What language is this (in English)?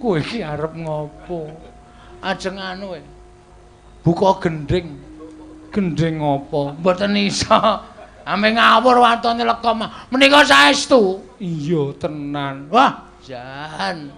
Javanese